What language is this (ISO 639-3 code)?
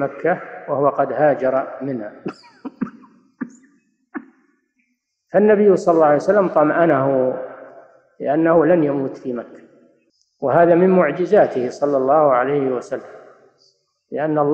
ara